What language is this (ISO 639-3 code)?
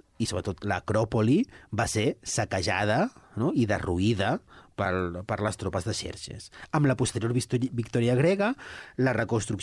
cat